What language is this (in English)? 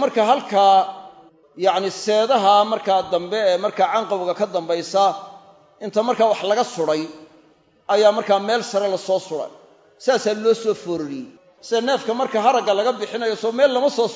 Somali